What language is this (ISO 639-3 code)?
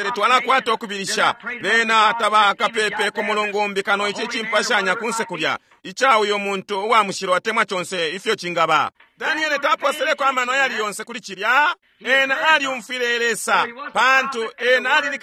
bem